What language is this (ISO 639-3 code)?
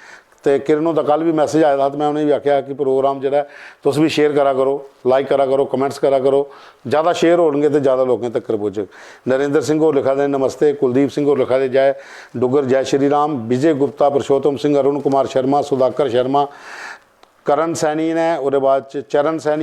doi